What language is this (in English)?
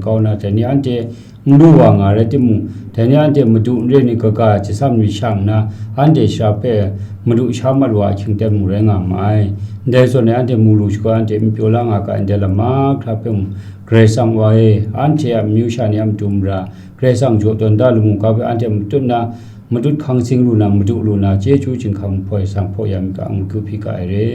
Kachin